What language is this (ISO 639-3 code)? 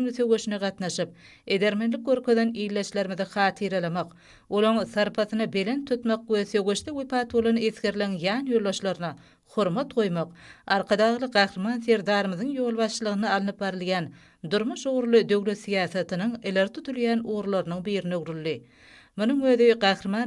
tuk